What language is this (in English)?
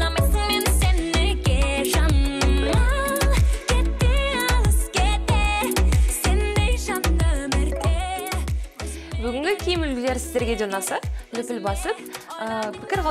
Kazakh